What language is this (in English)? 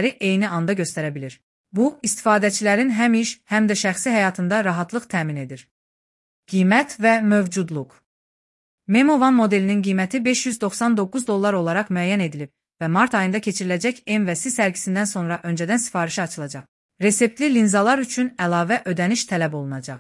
Azerbaijani